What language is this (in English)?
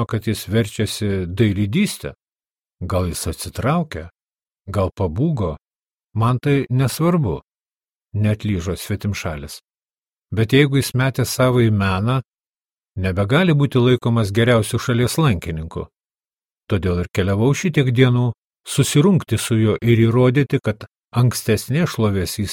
Lithuanian